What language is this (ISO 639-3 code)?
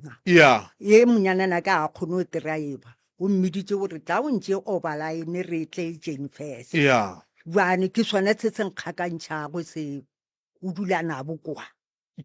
nso